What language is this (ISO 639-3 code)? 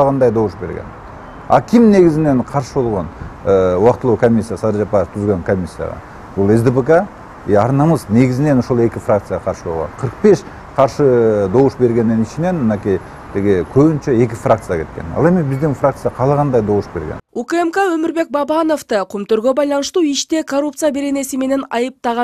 kir